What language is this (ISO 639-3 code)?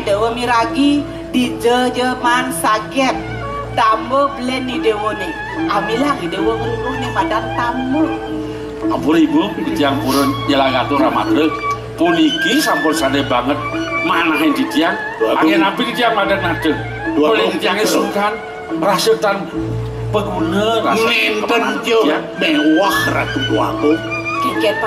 ban